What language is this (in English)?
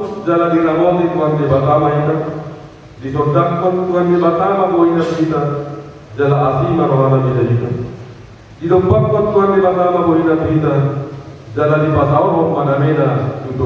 Batak Toba